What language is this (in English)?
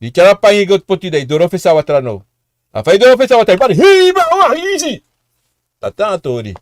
Sranan Tongo